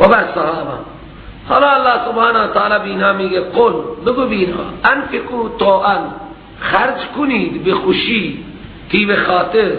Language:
Persian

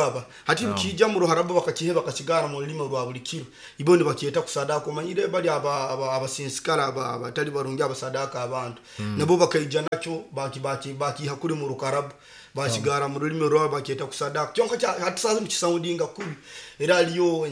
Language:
Nyoro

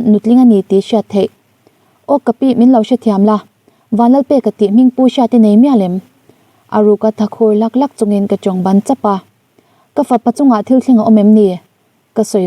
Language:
Mizo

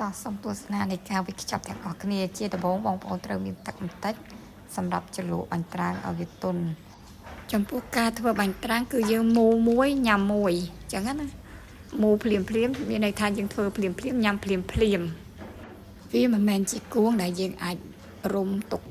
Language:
Khmer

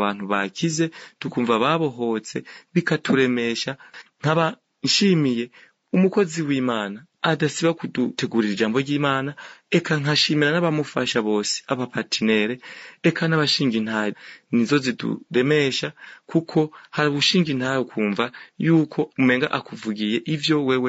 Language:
Rundi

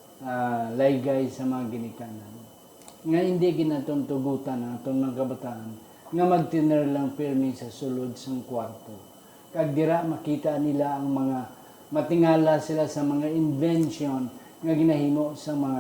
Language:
Hiligaynon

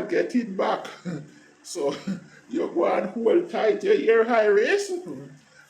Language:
Jamaican Creole English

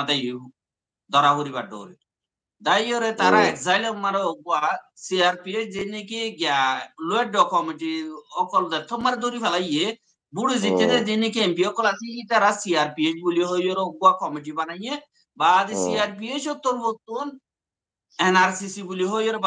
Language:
Rohingya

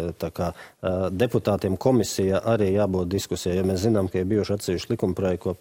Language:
Latvian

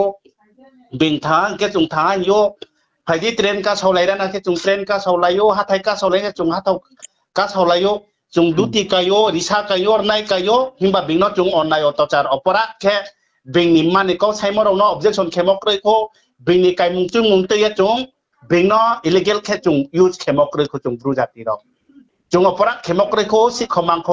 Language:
Riang (India)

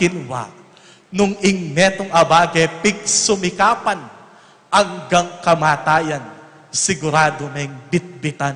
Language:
Pampanga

